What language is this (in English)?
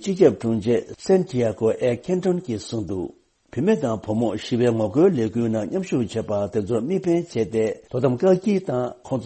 Tibetan